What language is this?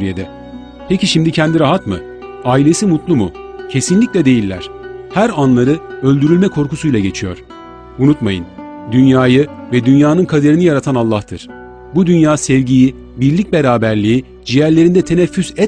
Turkish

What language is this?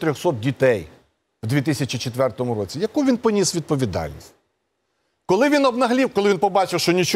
Ukrainian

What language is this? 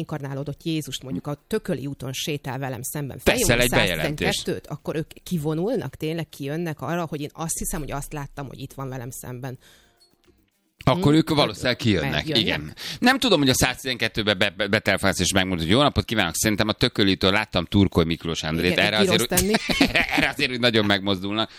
Hungarian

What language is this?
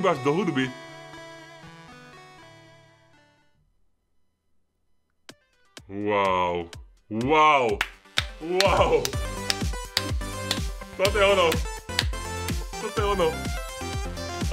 Slovak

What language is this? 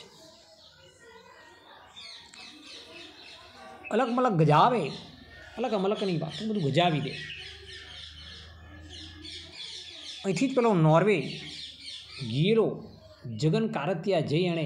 Gujarati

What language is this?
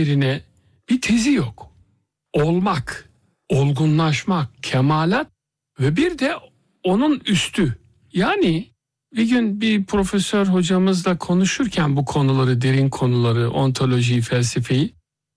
Turkish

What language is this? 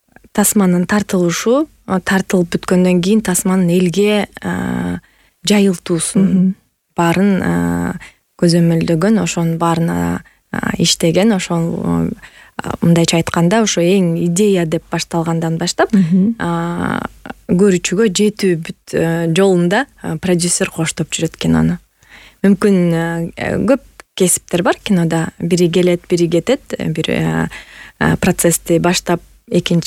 Kyrgyz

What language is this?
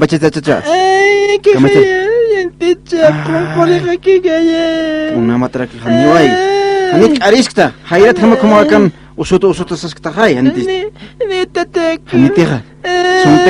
Aymara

